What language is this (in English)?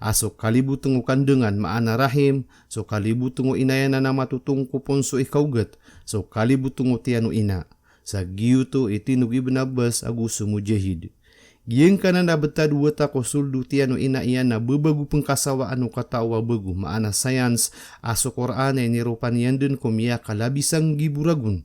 Maranao